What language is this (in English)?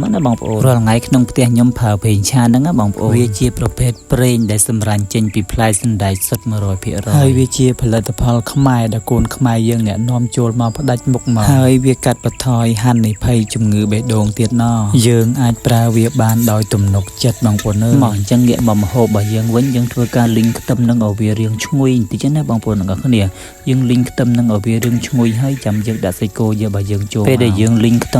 Khmer